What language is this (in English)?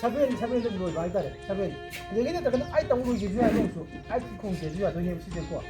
Manipuri